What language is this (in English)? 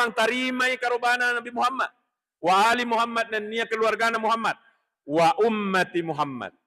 Buginese